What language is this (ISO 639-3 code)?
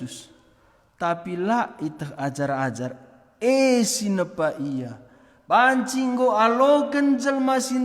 btx